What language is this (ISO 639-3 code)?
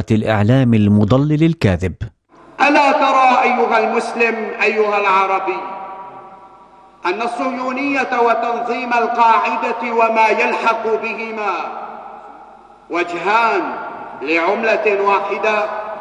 ara